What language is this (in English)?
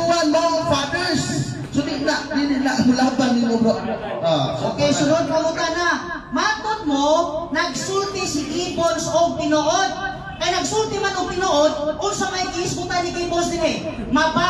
Cebuano